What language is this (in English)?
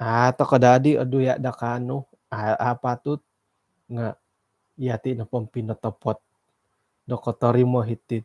Central Dusun